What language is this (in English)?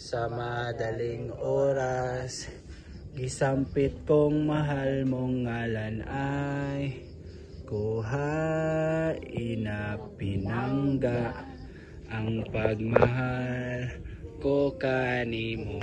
Cebuano